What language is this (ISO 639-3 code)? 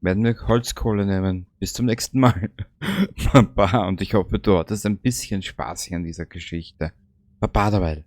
bar